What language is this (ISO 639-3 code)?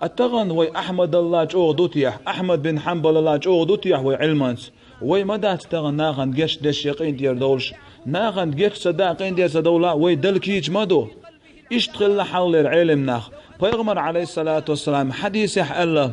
che